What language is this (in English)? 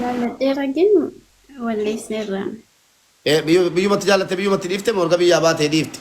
Oromo